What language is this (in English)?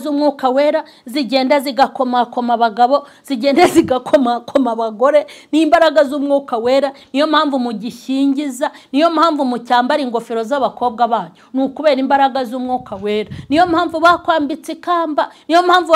Kinyarwanda